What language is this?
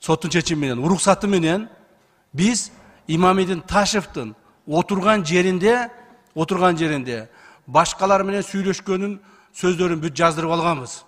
Kyrgyz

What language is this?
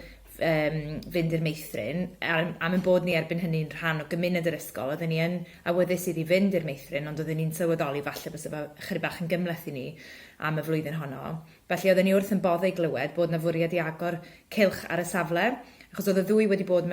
Welsh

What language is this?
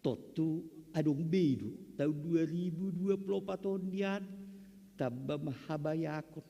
Batak Simalungun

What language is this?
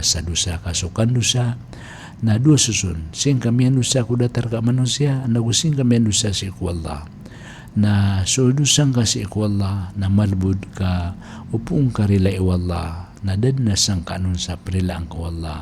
Maranao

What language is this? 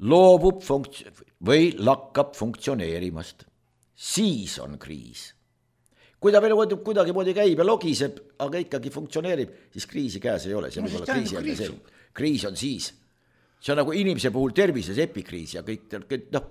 Estonian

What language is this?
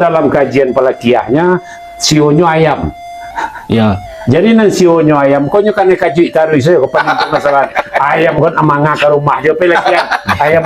Minangkabau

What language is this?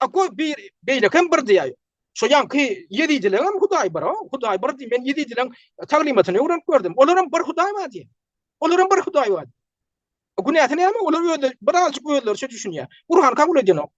Turkmen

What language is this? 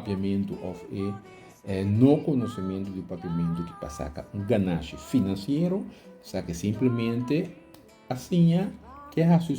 Papiamento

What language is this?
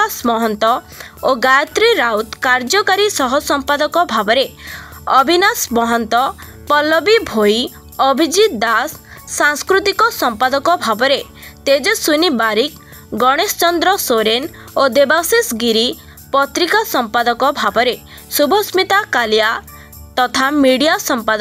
Odia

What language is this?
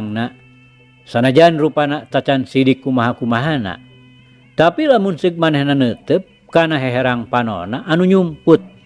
Sundanese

